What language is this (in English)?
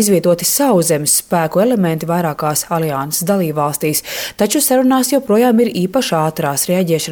Latvian